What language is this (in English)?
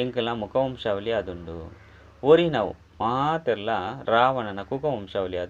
Tulu